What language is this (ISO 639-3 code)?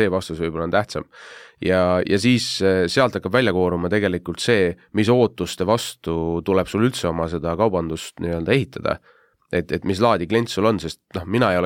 est